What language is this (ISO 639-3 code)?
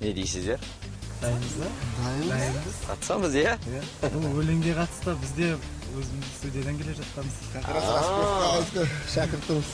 kaa